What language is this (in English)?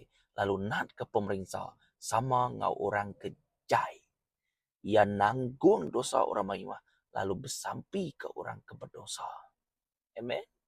Iban